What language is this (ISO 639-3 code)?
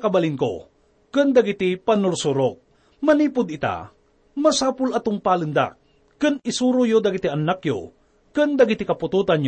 ilo